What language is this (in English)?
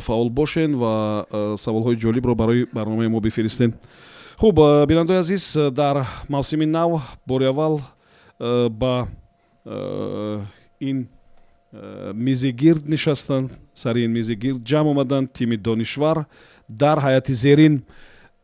Tajik